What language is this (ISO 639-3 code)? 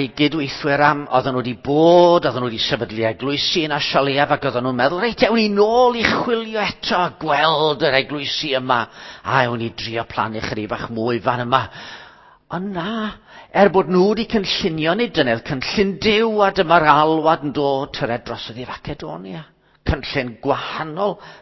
cym